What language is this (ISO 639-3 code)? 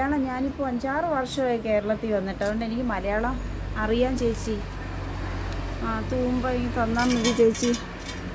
mal